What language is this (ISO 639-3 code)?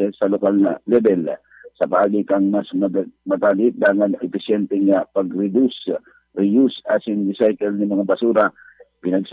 bik